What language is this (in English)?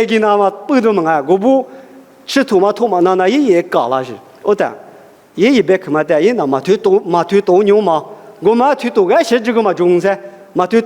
Lisu